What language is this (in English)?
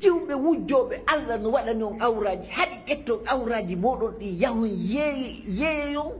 Fula